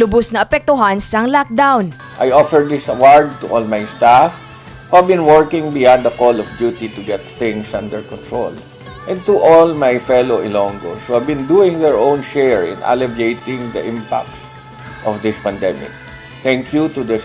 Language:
Hiligaynon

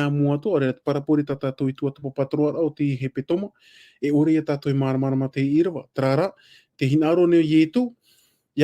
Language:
Tahitian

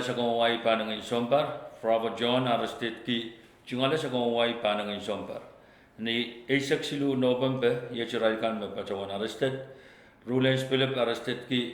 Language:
Pohnpeian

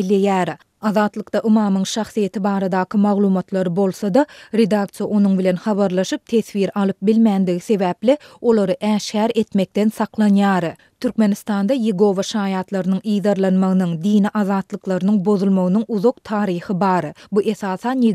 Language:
Turkmen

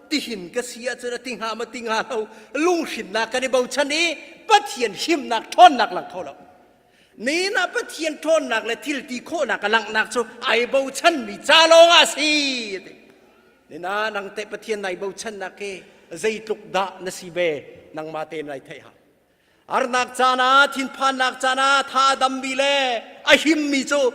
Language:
Hakha Chin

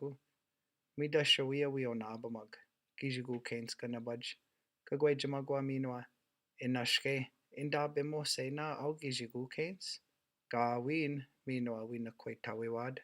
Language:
Chippewa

